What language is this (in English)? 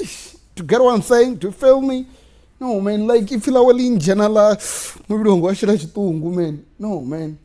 Venda